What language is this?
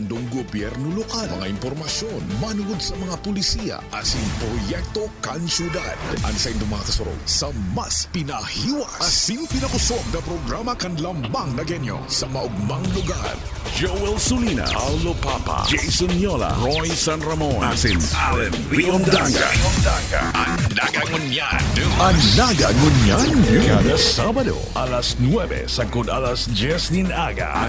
Bikol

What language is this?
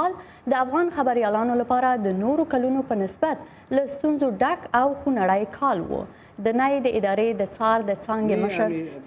Pashto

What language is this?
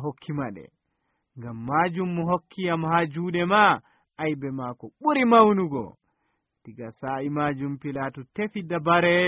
Nigerian Fulfulde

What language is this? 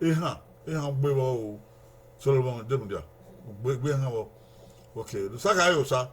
Bini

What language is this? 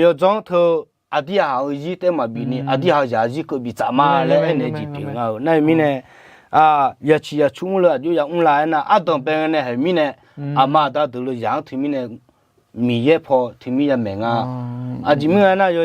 Akha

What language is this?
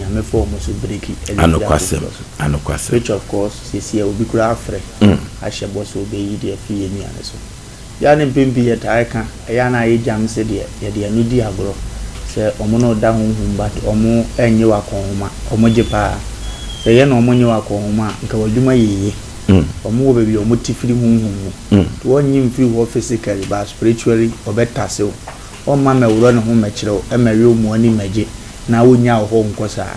Akan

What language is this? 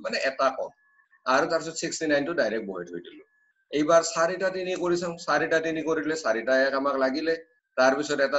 Assamese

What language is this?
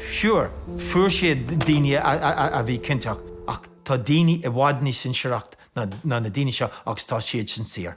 Irish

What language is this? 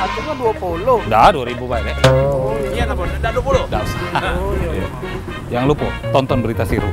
Musi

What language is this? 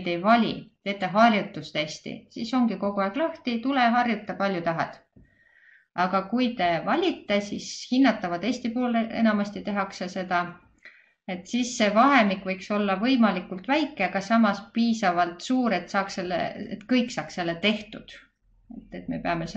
Estonian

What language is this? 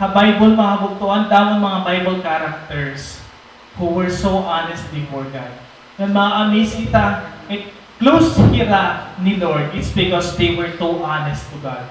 Waray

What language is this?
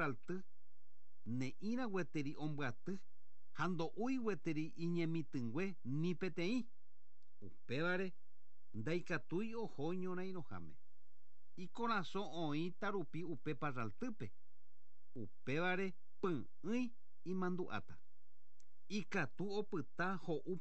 Guarani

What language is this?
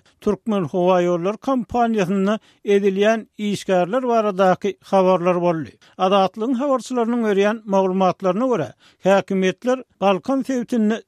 Turkmen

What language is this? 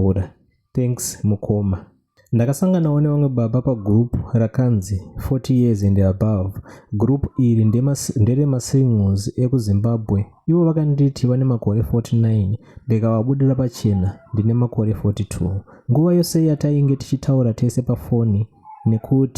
Shona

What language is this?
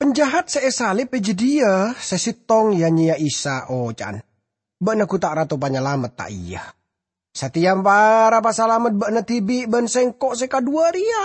Madurese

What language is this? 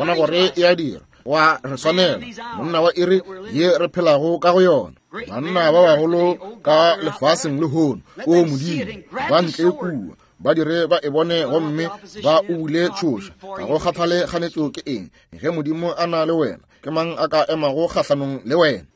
Northern Sotho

